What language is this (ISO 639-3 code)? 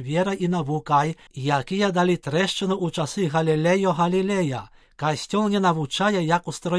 bel